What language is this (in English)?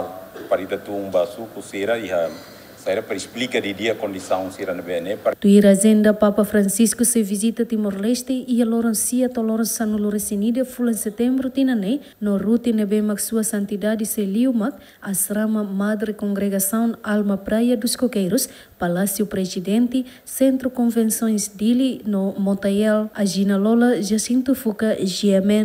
Tetum